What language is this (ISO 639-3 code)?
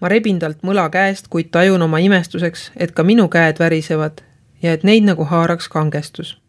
est